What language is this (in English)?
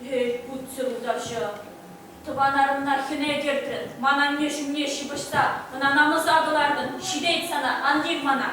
Chuvash